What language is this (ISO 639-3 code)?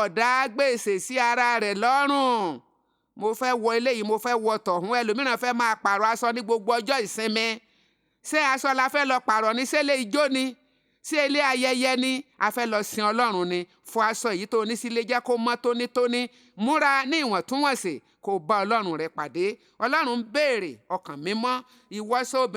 yor